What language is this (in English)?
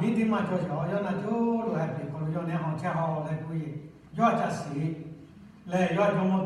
Lahu